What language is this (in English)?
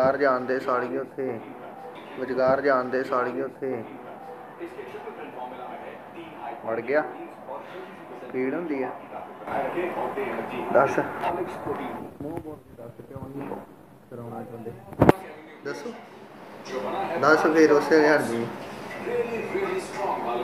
Punjabi